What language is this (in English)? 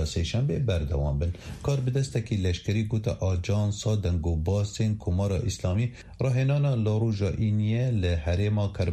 Kurdish